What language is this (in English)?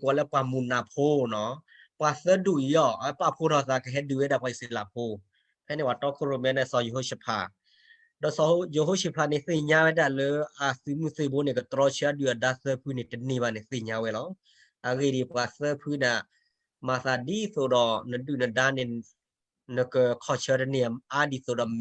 S'gaw Karen